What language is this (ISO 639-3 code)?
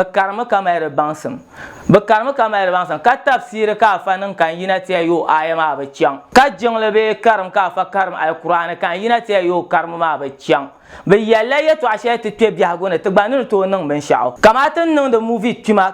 dag